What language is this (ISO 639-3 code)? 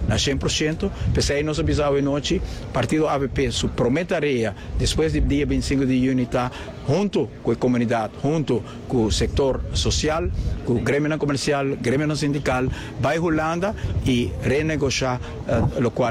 pap